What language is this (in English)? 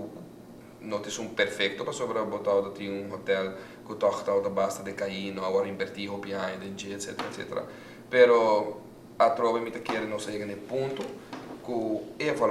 Papiamento